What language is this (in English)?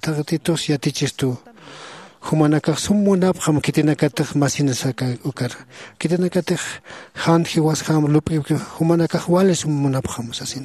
Aymara